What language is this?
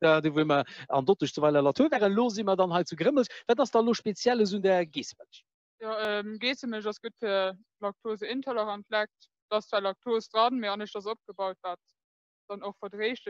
Luxembourgish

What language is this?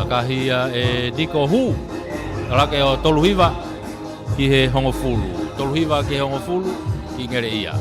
Tongan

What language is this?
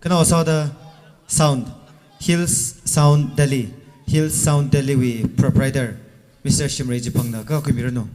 Tangkhul Naga (India)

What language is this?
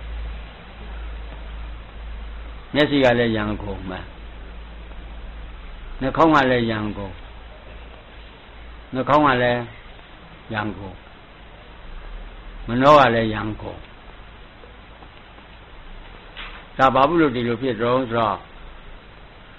Burmese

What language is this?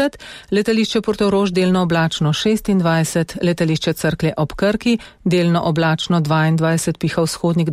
Slovenian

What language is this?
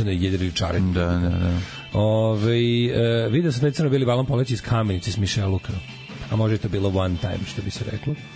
Serbian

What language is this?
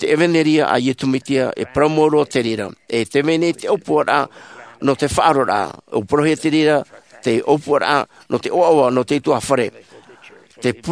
Tahitian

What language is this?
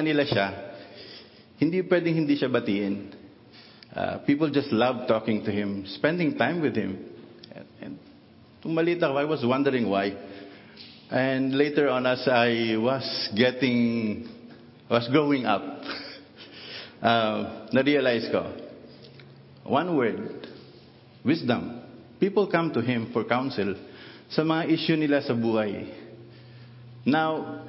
Filipino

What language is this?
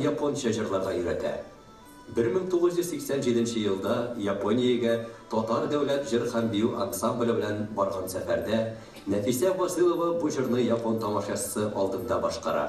Tatar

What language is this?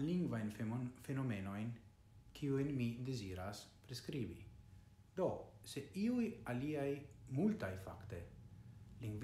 Esperanto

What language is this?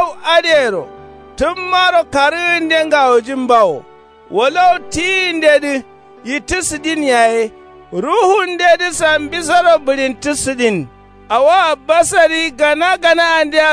Kanuri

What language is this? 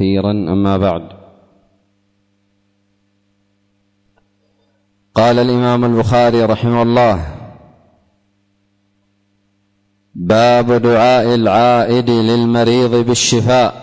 Arabic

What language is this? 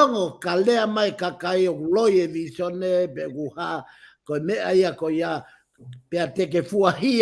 Tongan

